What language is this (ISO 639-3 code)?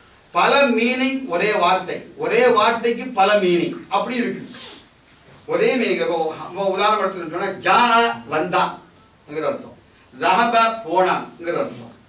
tam